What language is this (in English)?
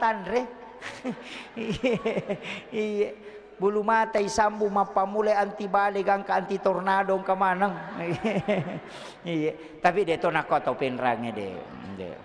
Buginese